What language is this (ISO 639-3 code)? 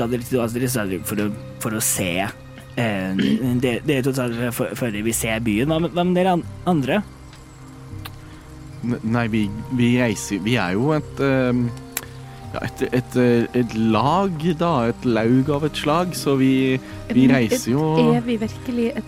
nor